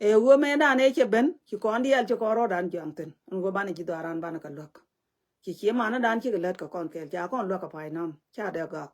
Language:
Nuer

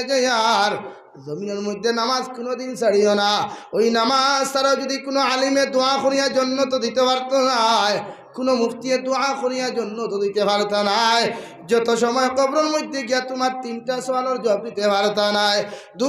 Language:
Sylheti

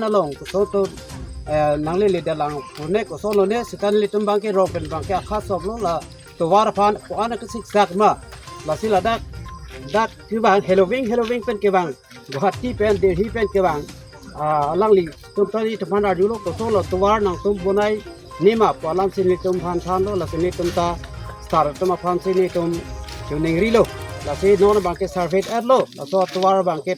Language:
Karbi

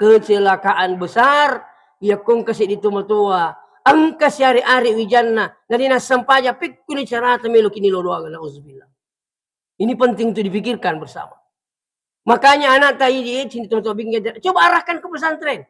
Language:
Buginese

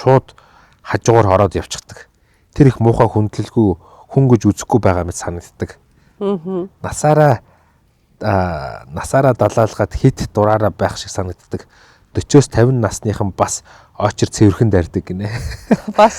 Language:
Mongolian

